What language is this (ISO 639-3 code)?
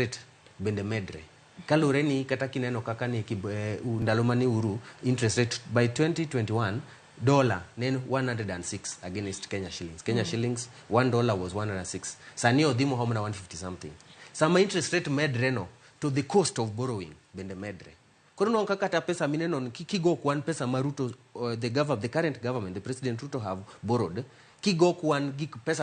luo